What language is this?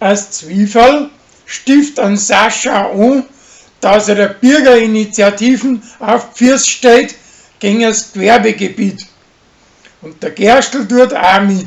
Bavarian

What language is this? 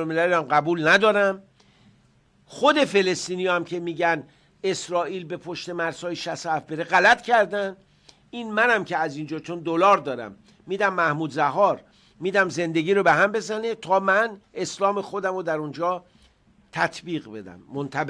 Persian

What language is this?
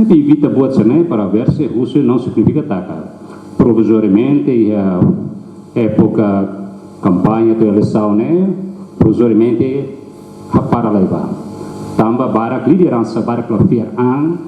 Tetum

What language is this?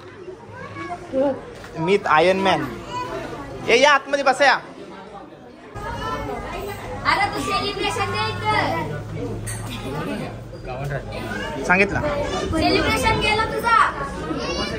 Marathi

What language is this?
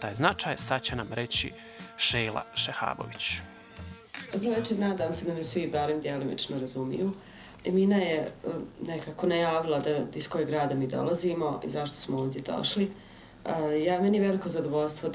Bosnian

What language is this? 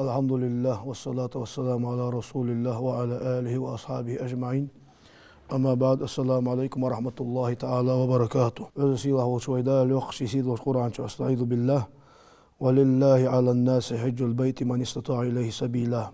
Ingush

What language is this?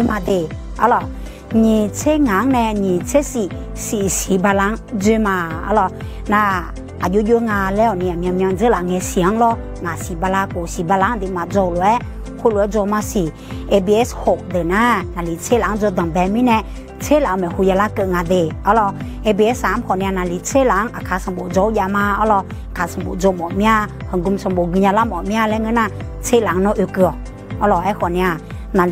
Akha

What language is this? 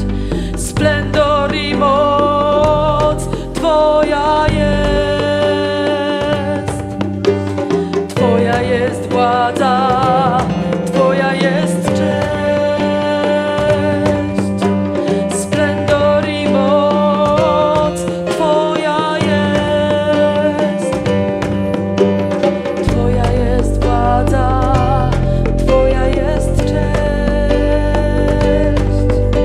Polish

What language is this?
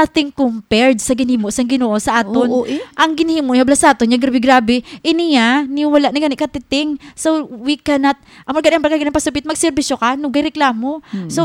Hiligaynon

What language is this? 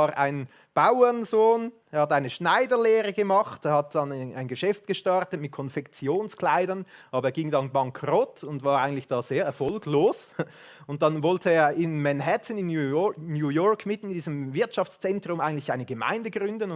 Swiss German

